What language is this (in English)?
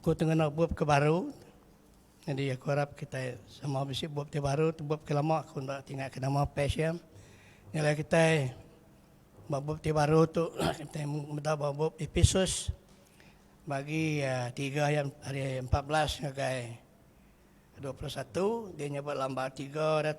Iban